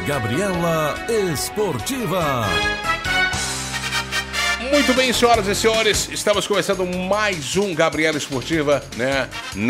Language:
Portuguese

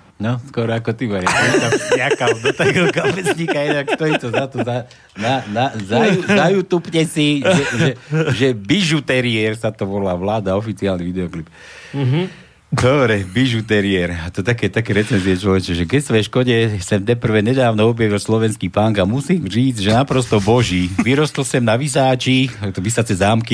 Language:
Slovak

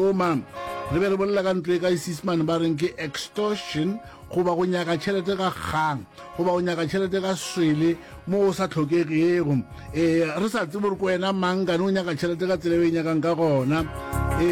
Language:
Northern Sotho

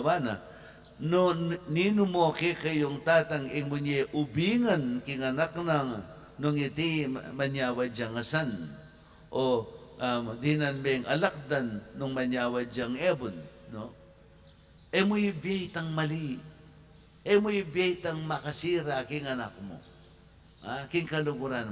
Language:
Pampanga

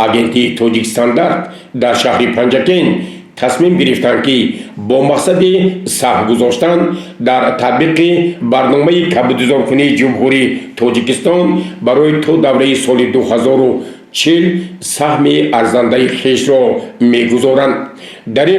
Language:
Tajik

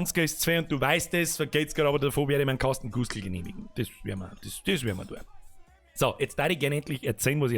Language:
Bavarian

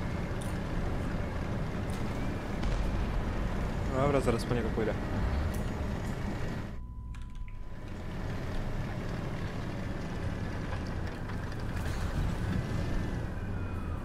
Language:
Polish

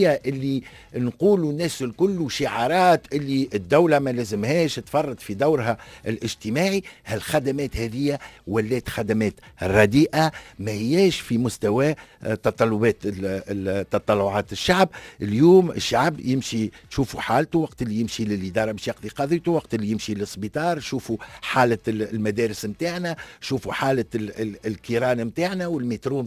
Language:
Tunisian Arabic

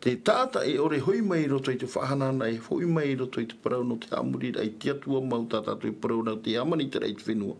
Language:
Tahitian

